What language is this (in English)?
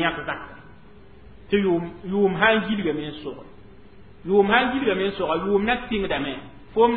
Mossi